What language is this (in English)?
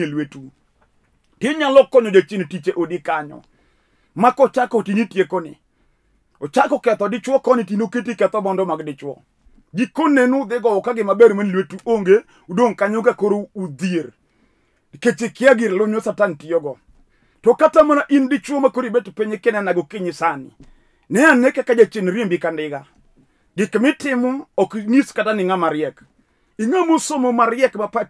Luo (Kenya and Tanzania)